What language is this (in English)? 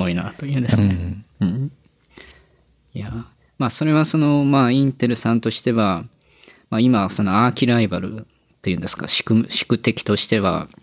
Japanese